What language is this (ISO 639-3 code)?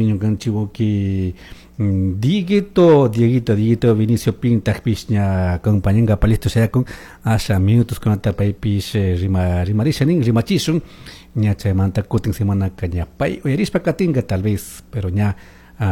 qug